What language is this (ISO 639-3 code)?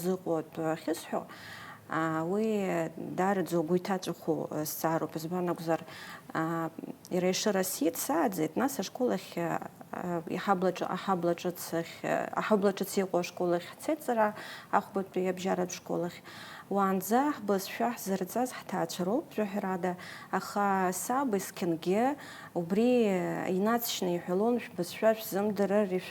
abk